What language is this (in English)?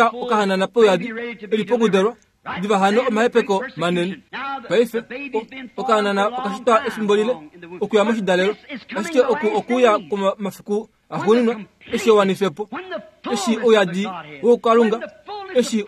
Kuanyama